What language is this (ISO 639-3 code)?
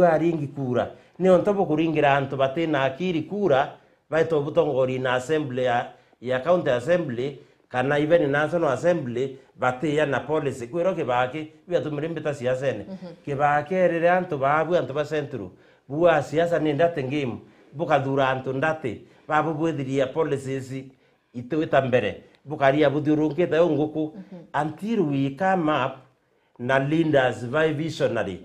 mer